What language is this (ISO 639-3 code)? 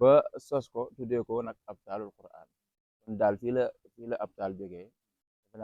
wol